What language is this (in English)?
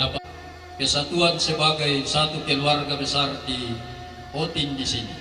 Toraja-Sa'dan